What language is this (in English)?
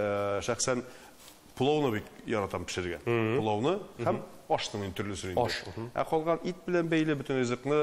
Tatar